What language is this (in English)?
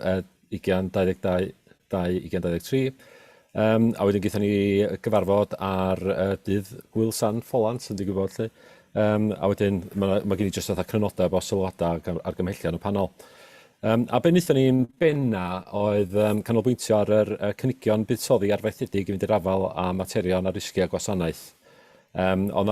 Welsh